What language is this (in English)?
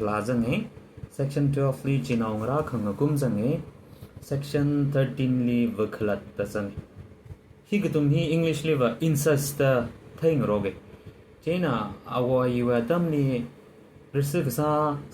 Tangkhul Naga (India)